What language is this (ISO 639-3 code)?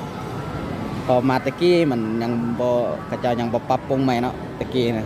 lao